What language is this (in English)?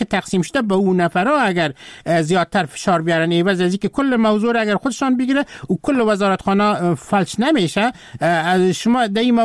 Persian